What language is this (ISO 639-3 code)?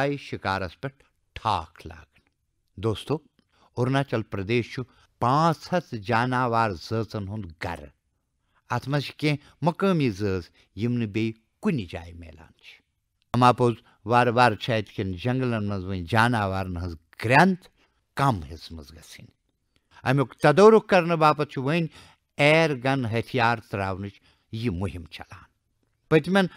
kas